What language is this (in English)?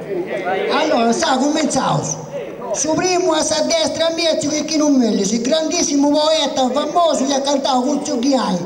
Sardinian